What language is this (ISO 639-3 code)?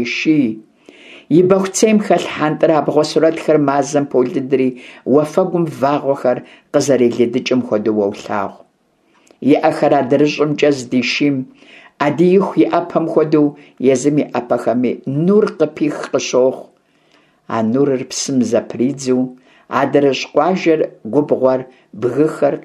kbd